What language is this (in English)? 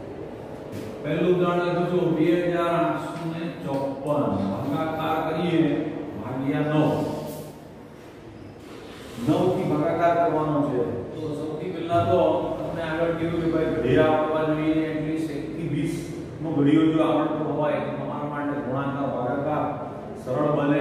Gujarati